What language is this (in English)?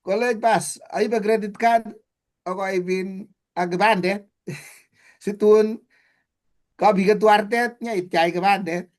Kalenjin